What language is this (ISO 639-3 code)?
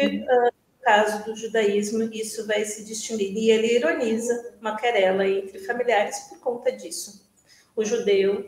por